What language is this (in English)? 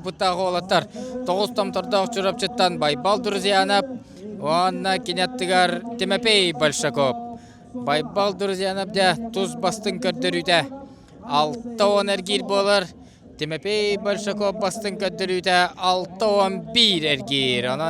Yakut